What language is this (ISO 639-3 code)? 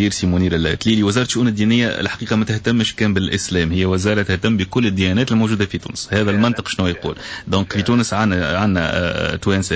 aeb